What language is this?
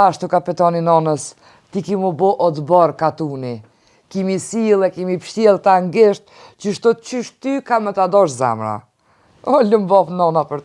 Albanian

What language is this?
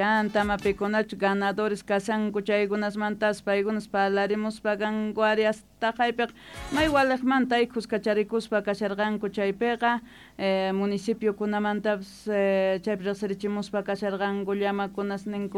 Quechua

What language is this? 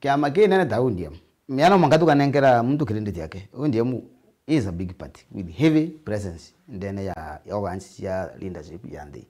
Meru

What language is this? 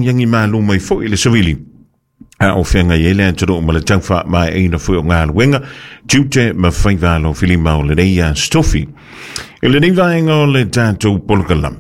Samoan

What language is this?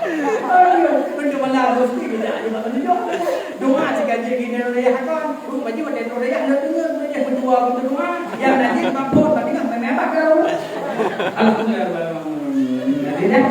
Achinese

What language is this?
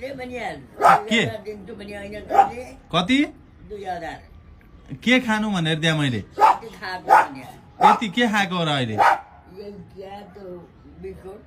Nepali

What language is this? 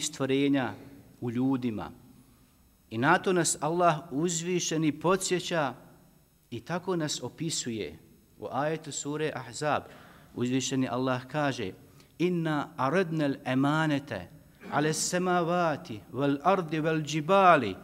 Bosnian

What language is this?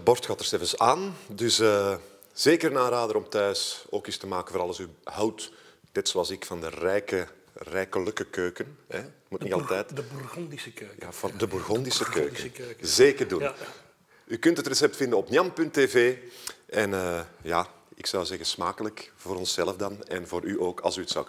Dutch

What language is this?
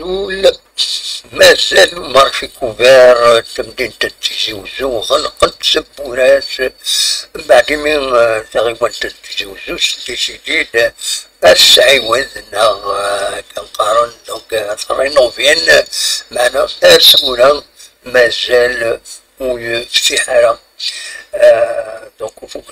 Kabyle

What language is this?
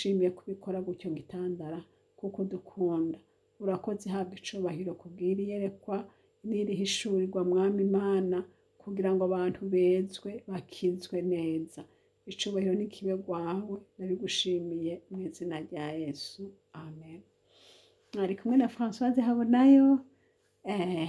Rundi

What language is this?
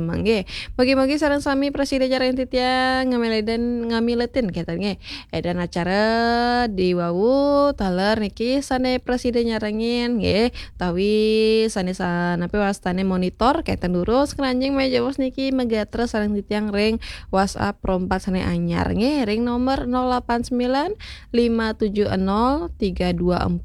Balinese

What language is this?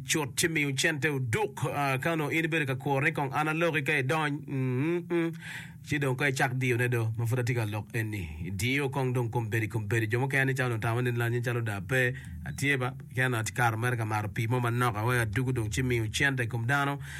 Acoli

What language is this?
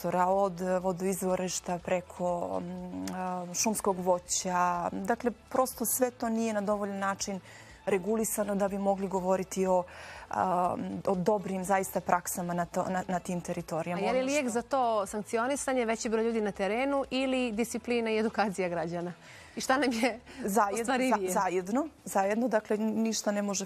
Bosnian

